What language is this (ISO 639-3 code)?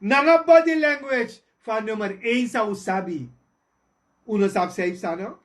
srn